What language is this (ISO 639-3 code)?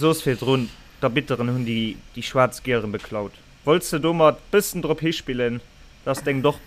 ltz